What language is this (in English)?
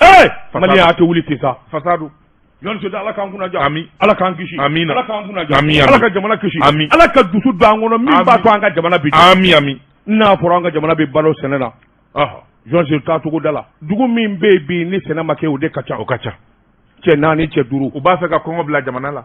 Bambara